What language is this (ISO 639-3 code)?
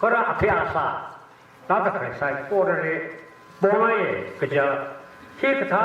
nmf